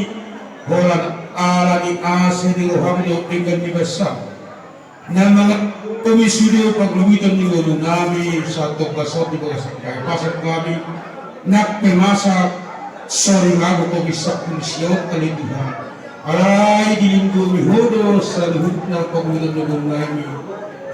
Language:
Batak Toba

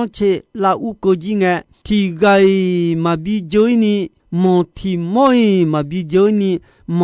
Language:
Akha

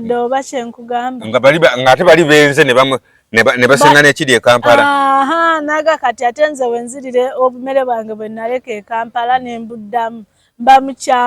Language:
Ganda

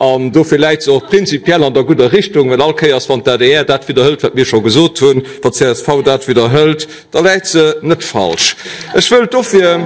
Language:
Luxembourgish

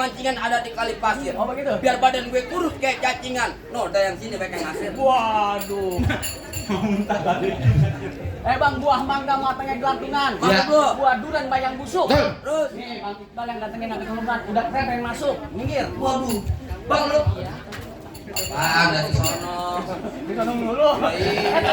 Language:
Betawi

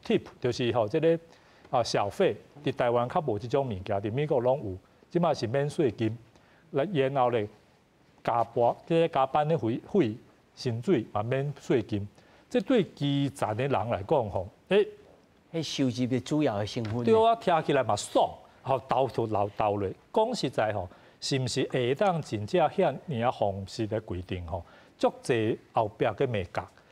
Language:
Min Nan Chinese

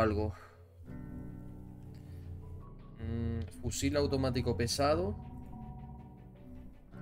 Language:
Spanish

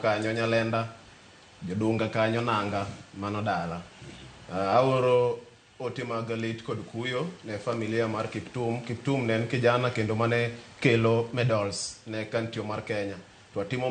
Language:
Luo (Kenya and Tanzania)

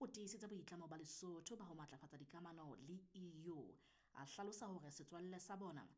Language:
Southern Sotho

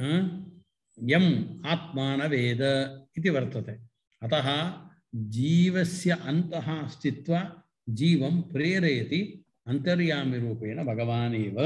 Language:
Sanskrit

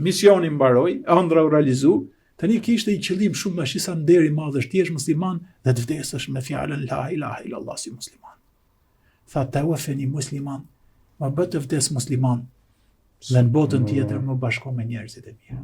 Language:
Albanian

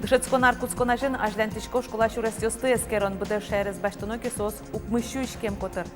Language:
Udmurt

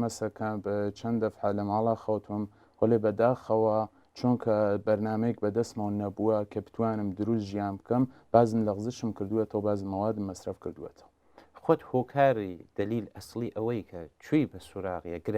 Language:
Central Kurdish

